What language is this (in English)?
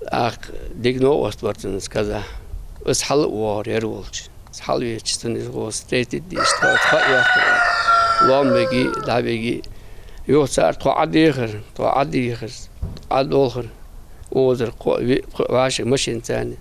Ingush